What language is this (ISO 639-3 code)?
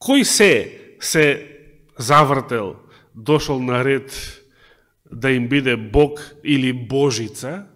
mkd